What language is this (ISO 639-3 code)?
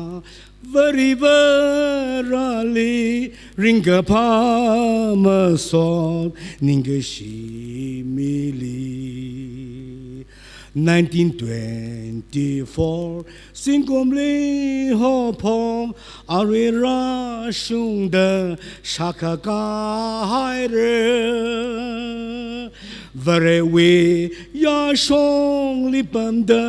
nmf